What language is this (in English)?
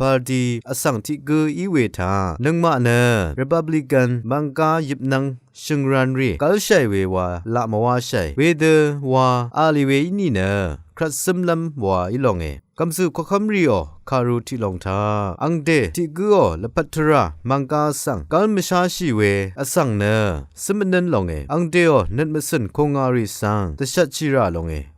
Rawang